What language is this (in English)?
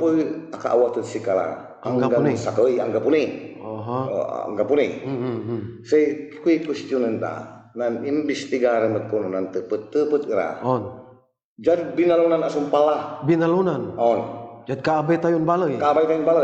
Pangasinan